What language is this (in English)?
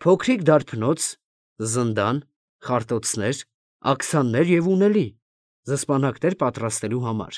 Armenian